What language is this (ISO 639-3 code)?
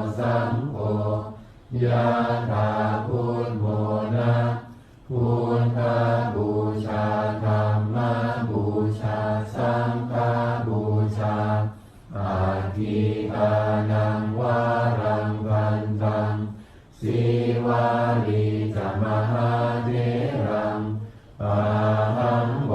pli